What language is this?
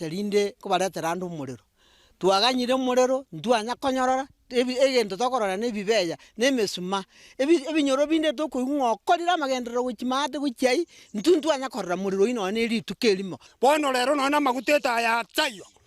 Gusii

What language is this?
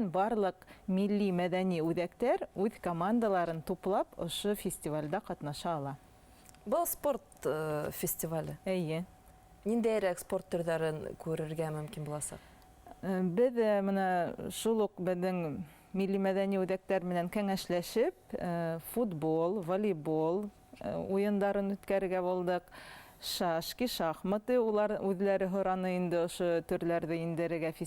Bashkir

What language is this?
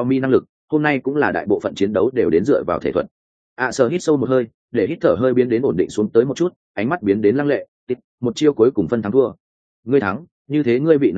Vietnamese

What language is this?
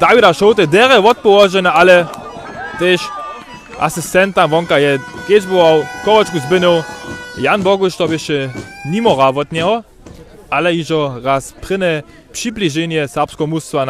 Upper Sorbian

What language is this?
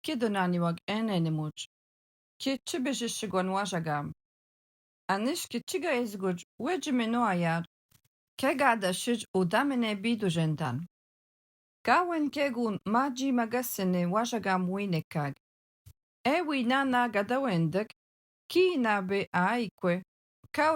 Algonquin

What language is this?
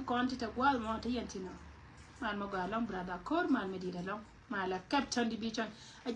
Nuer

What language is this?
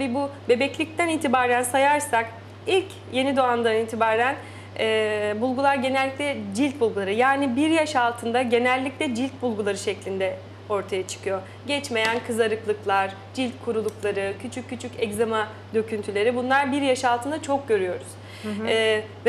Turkish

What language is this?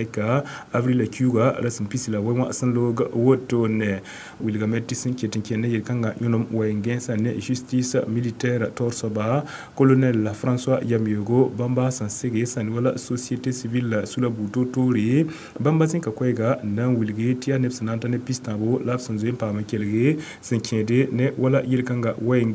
Mossi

